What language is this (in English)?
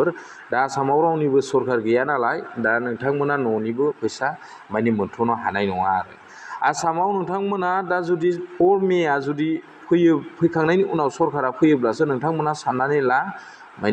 Bodo